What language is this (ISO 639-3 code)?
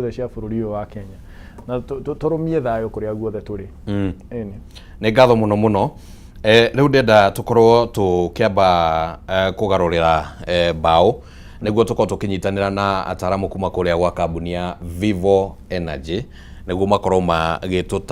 kik